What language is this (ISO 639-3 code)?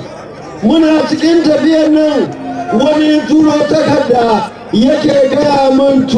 hau